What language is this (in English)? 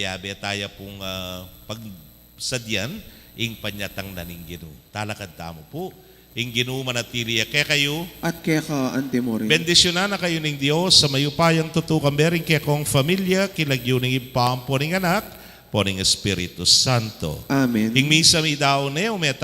Pampanga